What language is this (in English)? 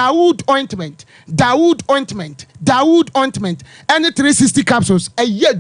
Akan